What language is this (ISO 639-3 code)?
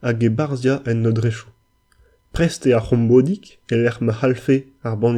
bre